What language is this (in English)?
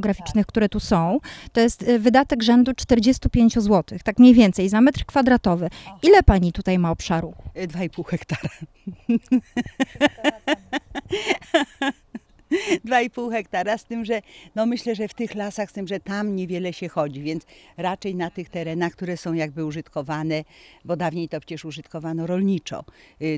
Polish